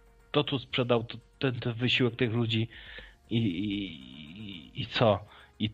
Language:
Polish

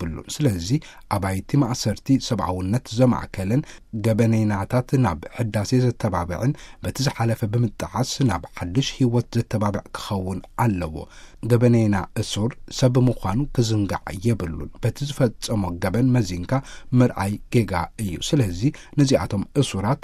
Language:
Tigrinya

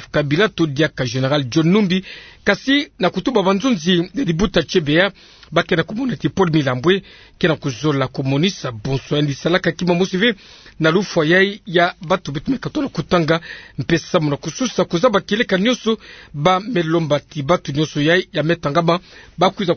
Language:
Kituba (Democratic Republic of Congo)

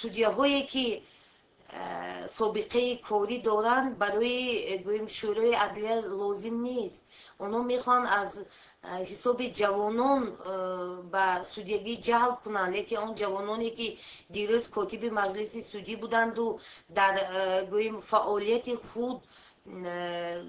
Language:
Tajik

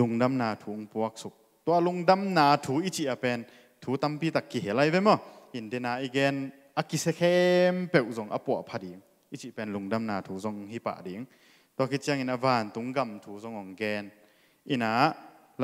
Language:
Tedim Chin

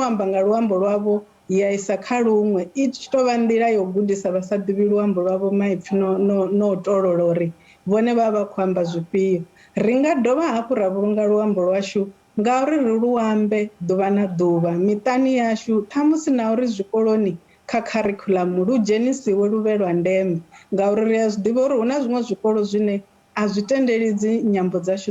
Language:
Venda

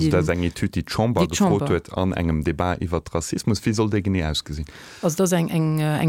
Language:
Luxembourgish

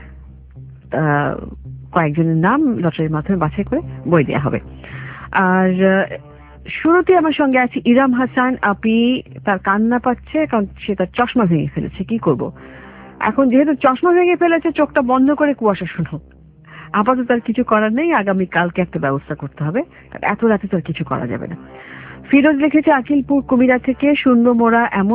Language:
Bangla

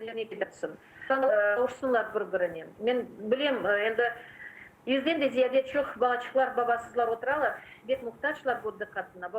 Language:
Crimean Tatar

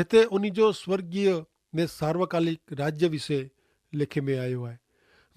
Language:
Kachhi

